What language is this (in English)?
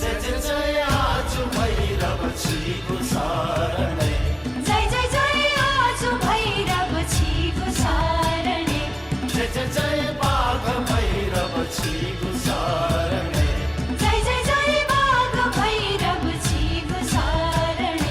Newari